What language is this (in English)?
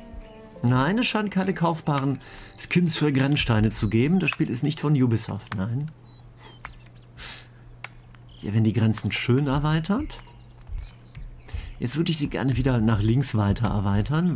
German